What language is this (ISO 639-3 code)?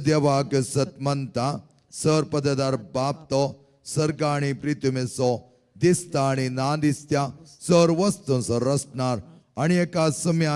kok